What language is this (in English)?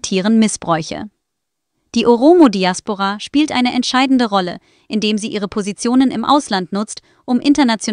German